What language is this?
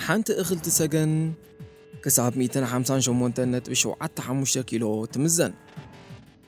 Tigrinya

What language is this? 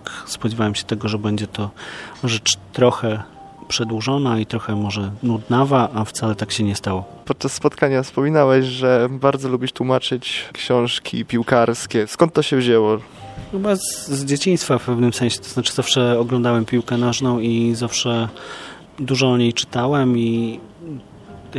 Polish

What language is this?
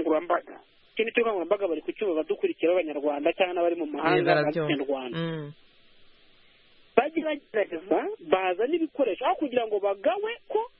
Kinyarwanda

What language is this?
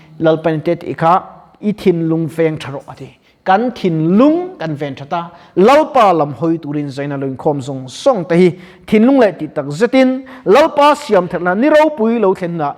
Mizo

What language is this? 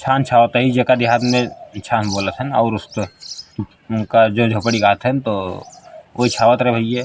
Awadhi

